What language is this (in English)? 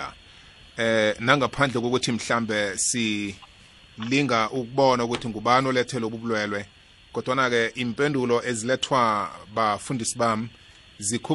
South Ndebele